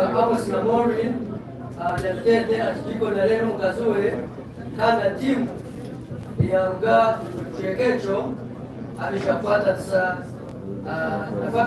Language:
Nyankole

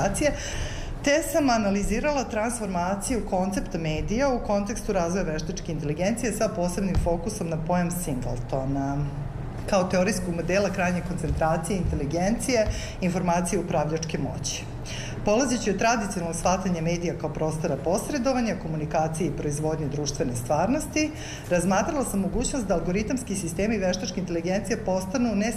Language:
Serbian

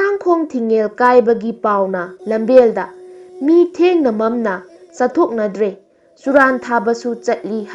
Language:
Manipuri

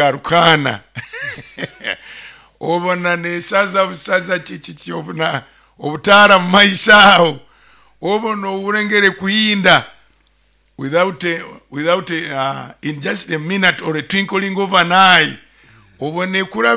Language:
Nyoro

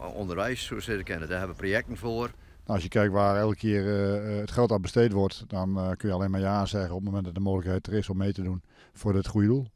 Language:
Western Frisian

